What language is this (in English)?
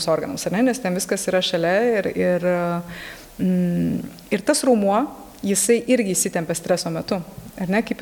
Lithuanian